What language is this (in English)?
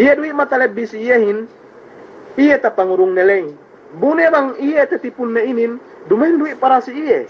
Yakan